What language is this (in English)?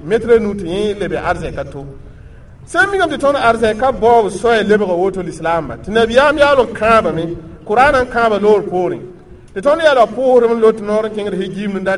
Mossi